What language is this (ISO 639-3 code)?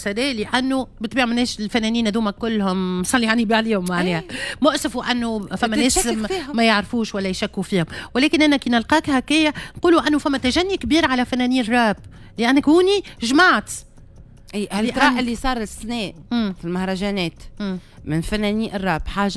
aeb